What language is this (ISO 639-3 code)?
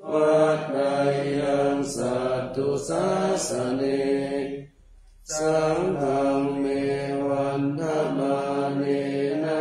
pli